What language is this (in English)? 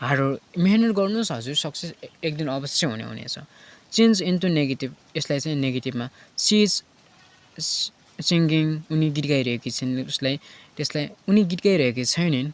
Nepali